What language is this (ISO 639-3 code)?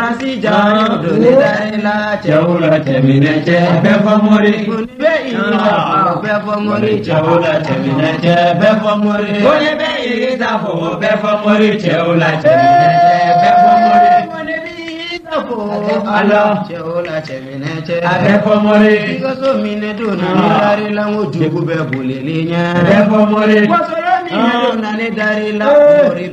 bam